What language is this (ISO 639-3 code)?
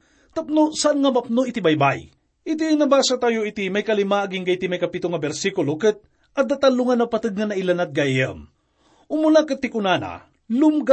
ilo